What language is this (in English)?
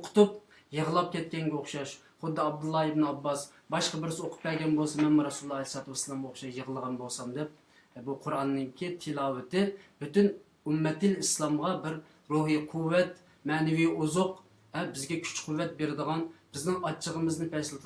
Uyghur